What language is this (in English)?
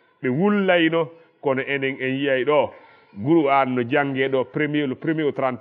Fula